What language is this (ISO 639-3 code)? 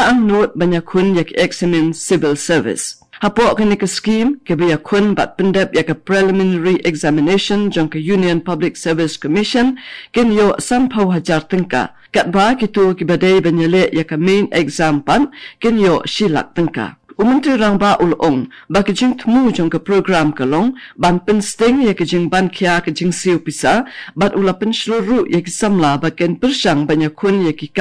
kha